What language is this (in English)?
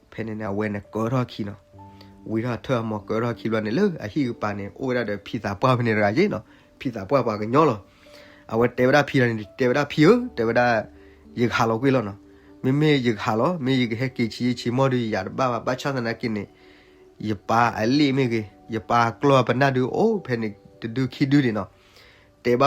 S'gaw Karen